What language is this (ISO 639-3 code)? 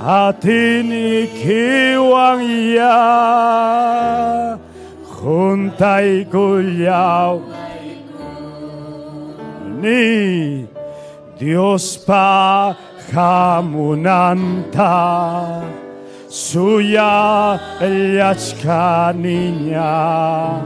quy